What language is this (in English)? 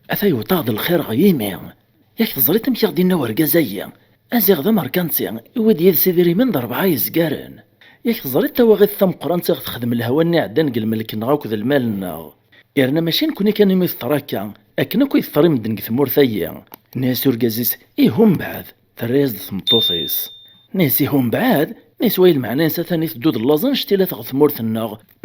Kabyle